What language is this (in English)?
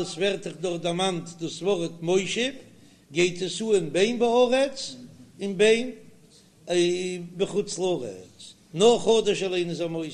Yiddish